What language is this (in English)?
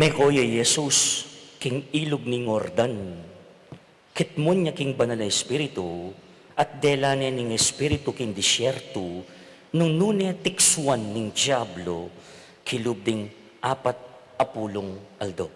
Pampanga